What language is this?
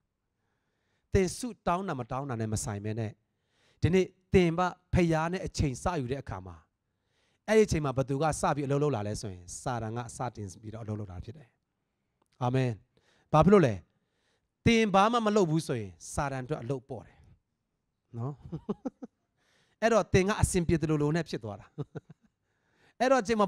Burmese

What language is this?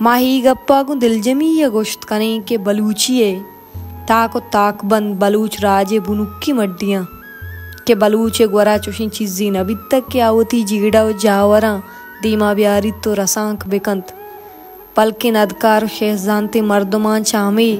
Baluchi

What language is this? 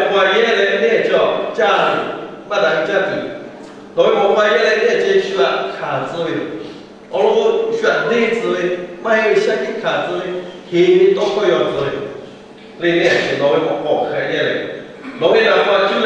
Lahu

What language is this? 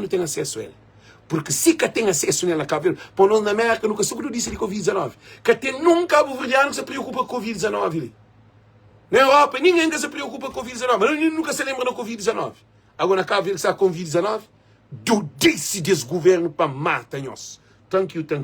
Kabuverdianu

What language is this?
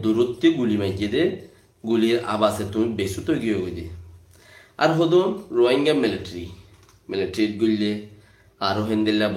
Rohingya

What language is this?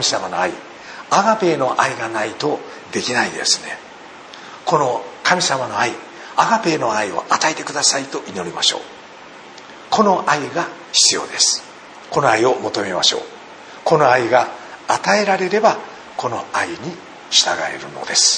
Japanese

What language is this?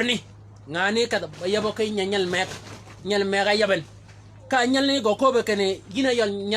Shilluk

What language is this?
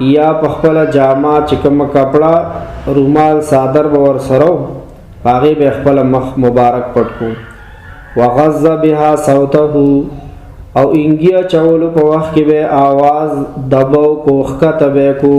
Pashto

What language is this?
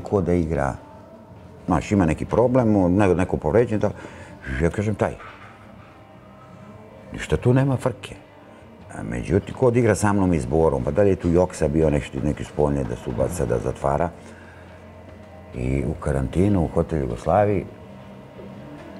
Serbian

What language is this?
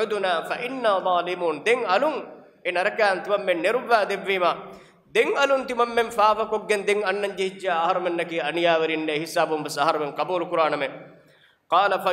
Divehi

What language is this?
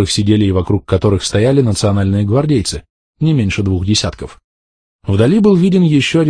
Russian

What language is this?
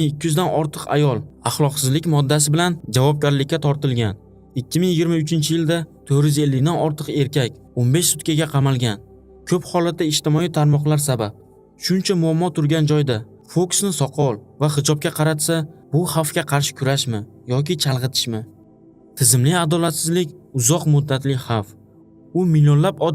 Uzbek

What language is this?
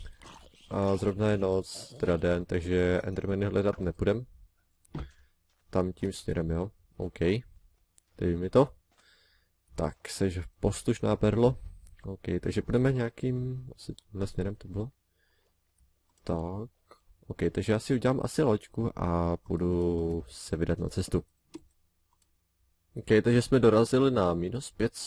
Czech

